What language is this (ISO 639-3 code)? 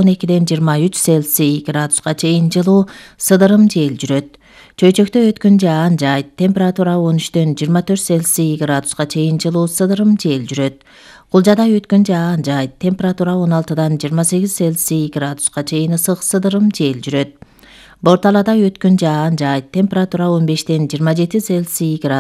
kir